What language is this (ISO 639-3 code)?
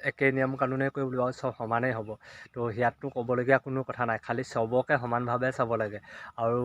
asm